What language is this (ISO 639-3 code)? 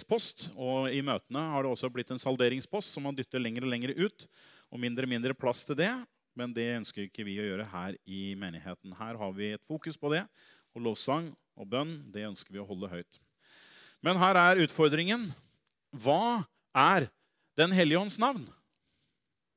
nor